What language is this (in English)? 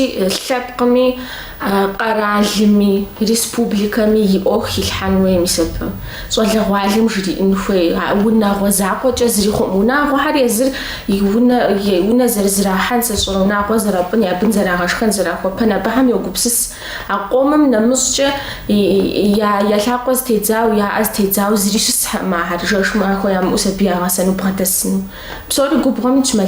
Kabardian